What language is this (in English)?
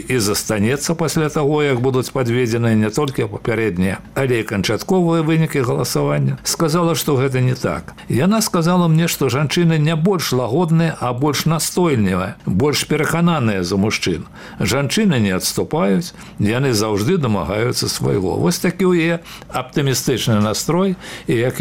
Belarusian